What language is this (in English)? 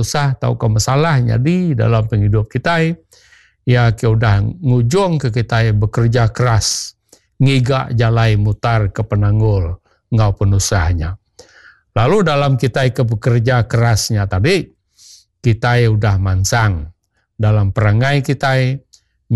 Iban